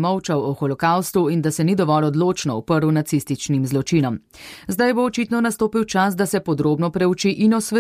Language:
Slovenian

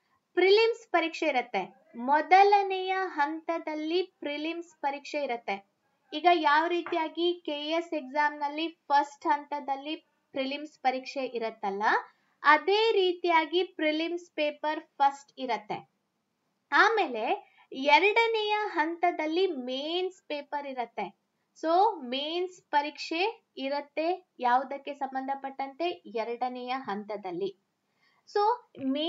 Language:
Kannada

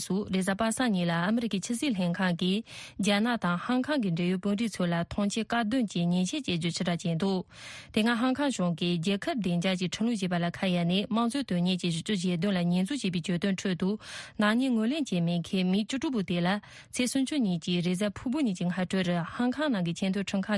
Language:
Tibetan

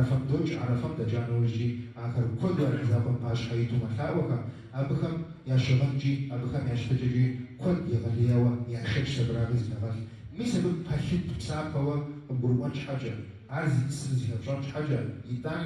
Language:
Kabardian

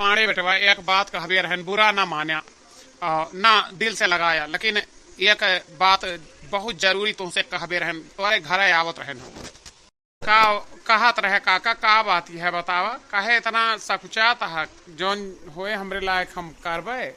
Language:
Awadhi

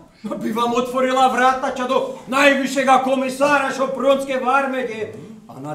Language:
Croatian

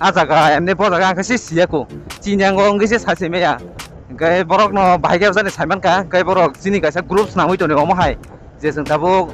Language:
Kok Borok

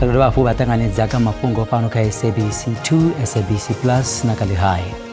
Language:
Venda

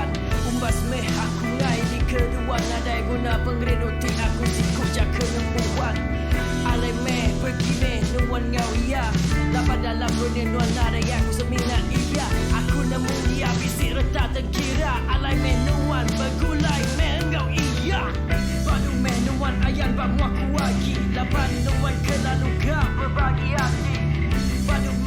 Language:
Iban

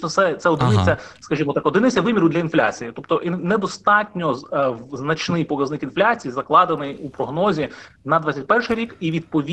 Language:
Ukrainian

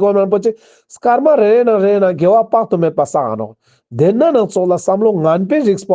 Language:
Ladakhi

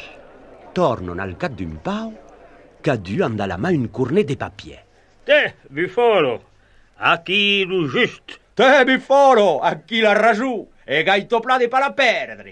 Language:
Occitan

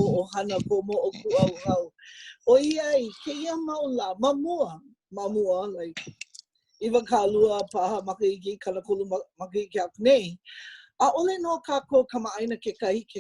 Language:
Hawaiian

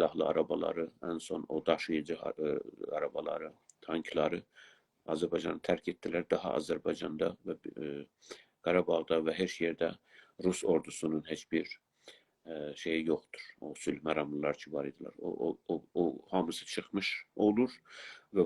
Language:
South Azerbaijani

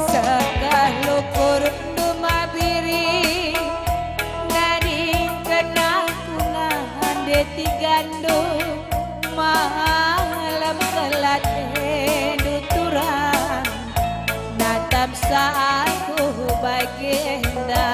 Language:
Batak Karo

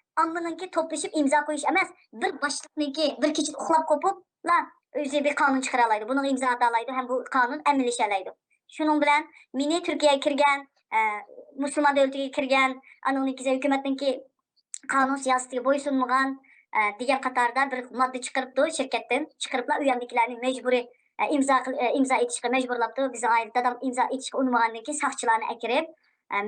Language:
Uyghur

